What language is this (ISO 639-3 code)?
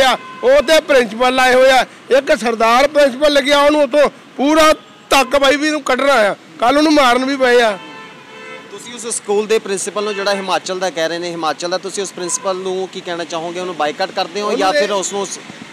pan